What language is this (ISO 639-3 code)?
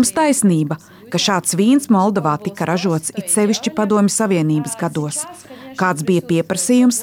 lav